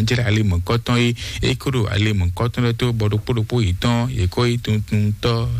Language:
Fon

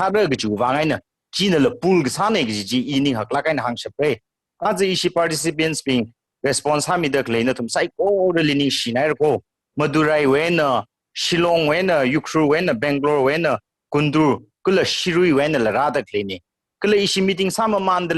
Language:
Tangkhul Naga (India)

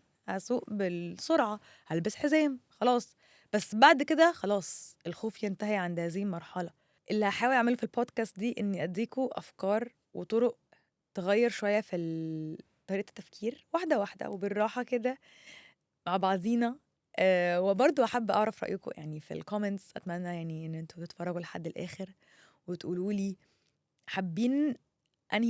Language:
Egyptian Arabic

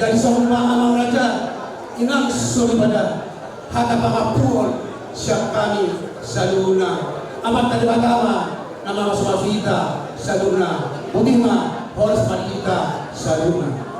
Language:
Batak Toba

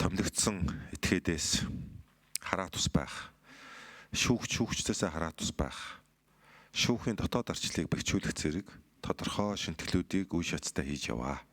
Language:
Mongolian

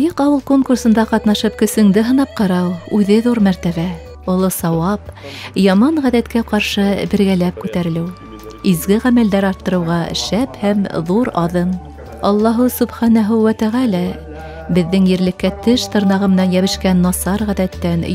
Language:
Bashkir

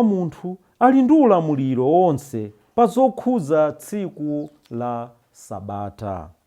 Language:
Nyanja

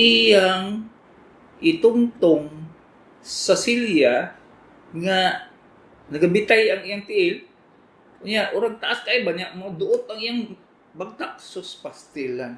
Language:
Cebuano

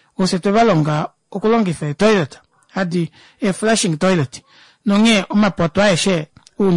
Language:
Kuanyama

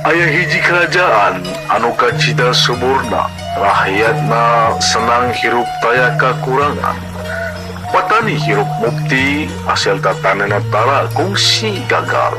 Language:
Sundanese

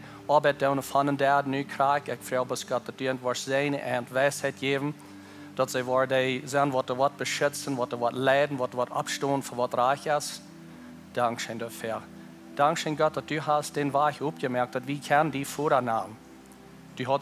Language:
Plautdietsch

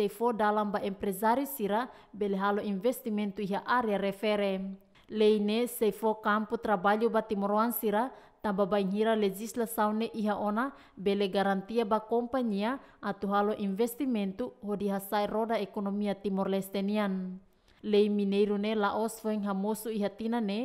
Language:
Tetum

